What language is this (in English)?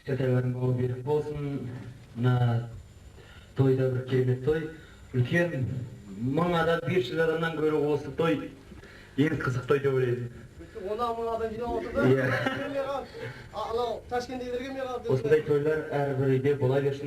Kazakh